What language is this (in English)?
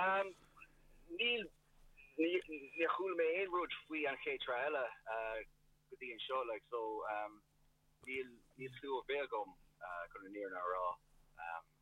Irish